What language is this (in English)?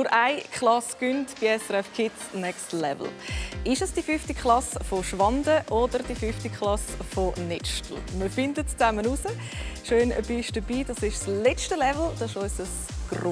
Swiss German